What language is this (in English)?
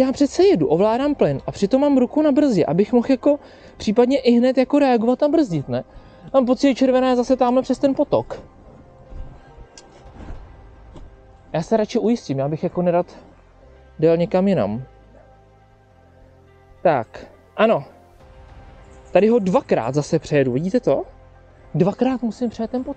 Czech